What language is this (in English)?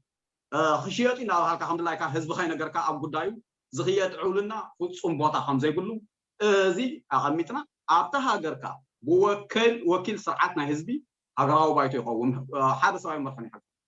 Tigrinya